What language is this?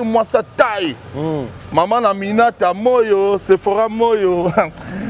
Lingala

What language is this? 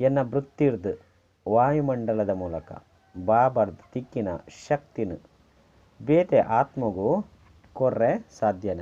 Tulu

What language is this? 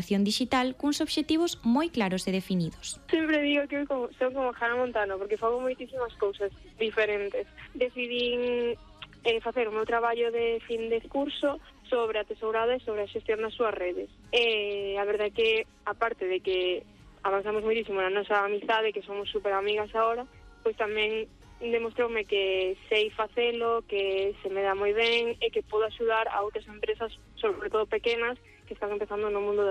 Galician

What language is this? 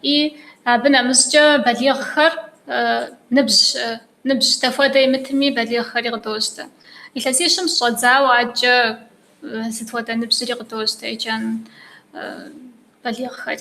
Kabardian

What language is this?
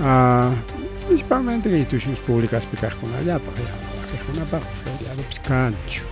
Ayacucho Quechua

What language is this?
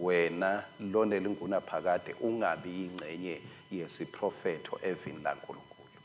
Swati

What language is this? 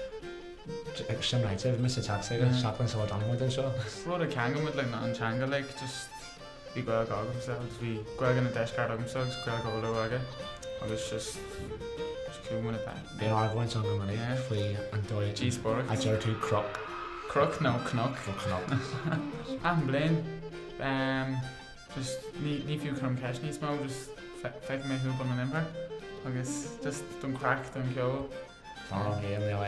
Irish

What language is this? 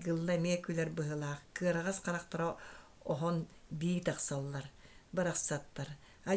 Yakut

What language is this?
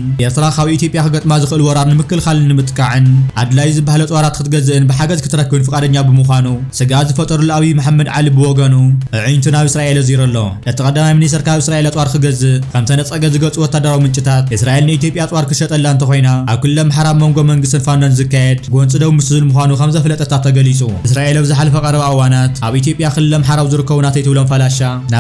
Tigrinya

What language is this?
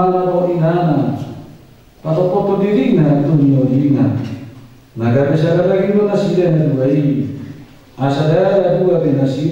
Batak Toba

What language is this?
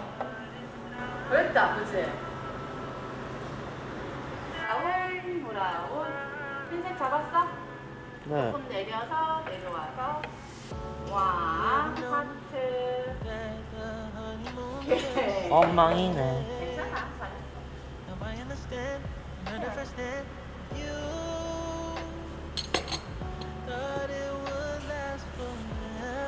Korean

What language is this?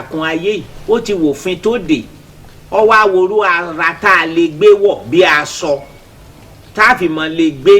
Yoruba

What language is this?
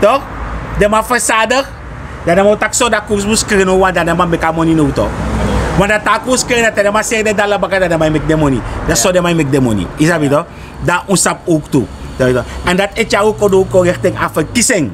Sranan Tongo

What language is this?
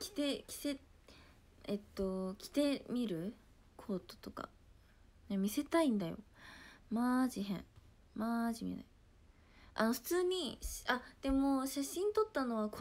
Japanese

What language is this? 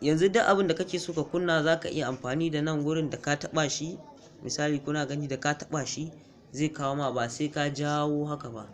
Hausa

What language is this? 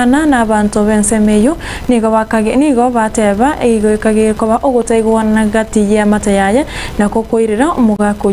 Gusii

